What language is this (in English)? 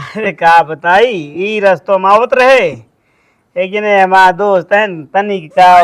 Awadhi